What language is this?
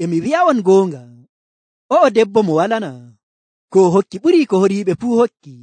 Nigerian Fulfulde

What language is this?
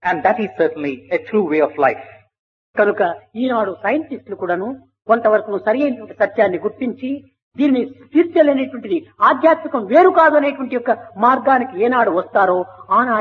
Telugu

